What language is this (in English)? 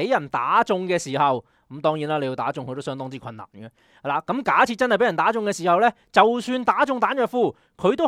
Cantonese